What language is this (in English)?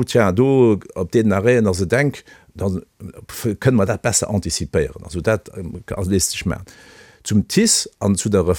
Luxembourgish